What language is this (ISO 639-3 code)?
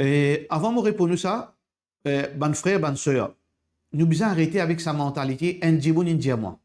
mfe